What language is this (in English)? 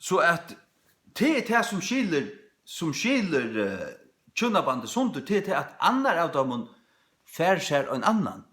Faroese